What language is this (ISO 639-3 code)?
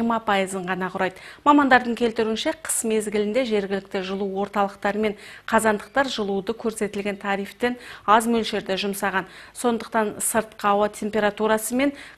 kaz